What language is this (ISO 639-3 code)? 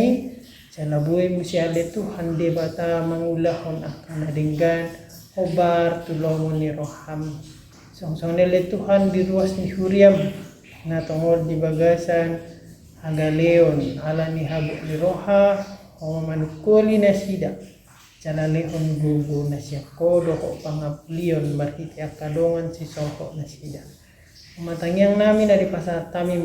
bbc